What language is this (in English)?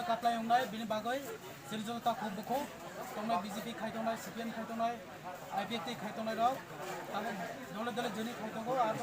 Kok Borok